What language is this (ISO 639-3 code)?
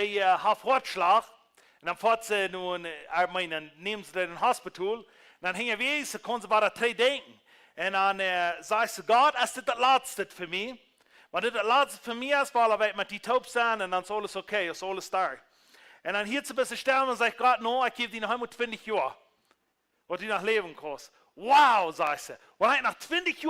pdt